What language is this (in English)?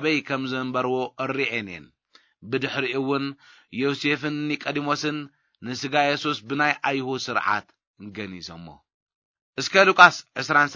Tigrinya